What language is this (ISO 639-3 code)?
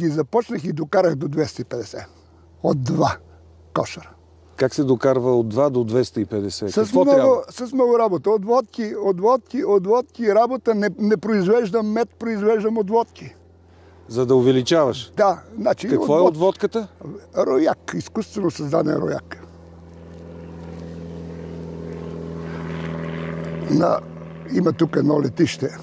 bul